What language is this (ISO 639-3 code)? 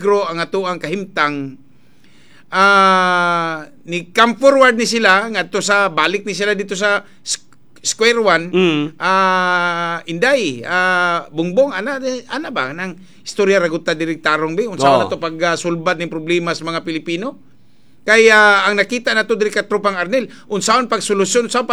ceb